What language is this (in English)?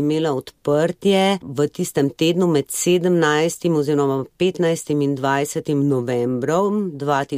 Slovenian